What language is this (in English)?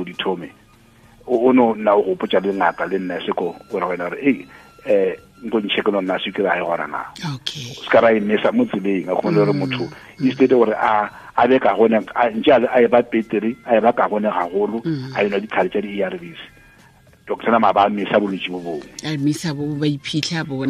Tswana